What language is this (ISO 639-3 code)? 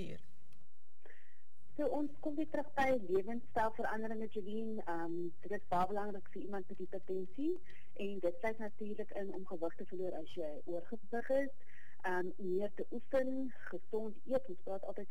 afr